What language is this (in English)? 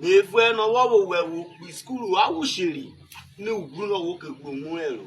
Urhobo